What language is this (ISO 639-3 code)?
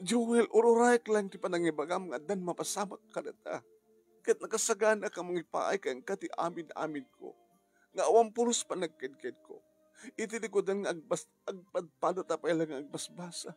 ilo